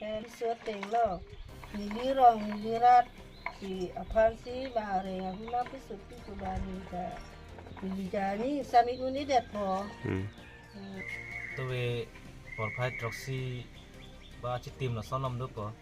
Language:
Karbi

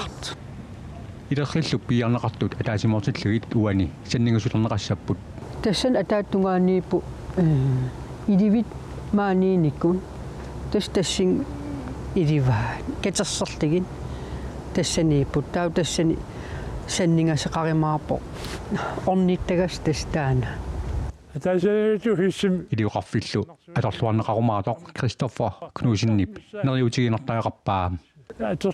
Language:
Kalaallisut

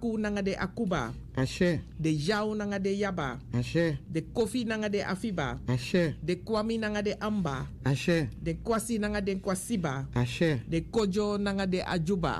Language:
Sranan Tongo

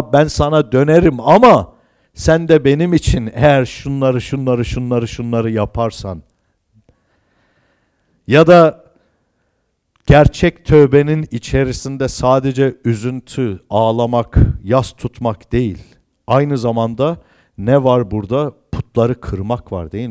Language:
Turkish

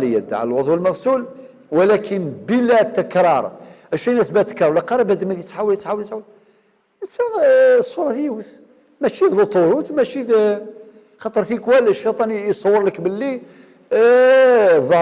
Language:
Algerian Arabic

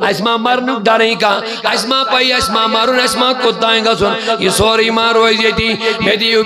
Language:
Kashmiri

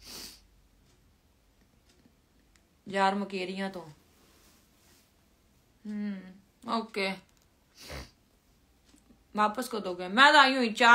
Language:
Punjabi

